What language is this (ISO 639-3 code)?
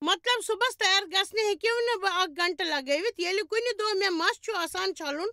kas